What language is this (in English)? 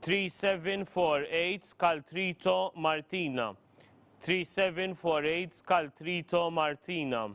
English